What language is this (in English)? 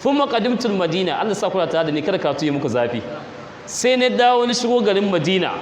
Hausa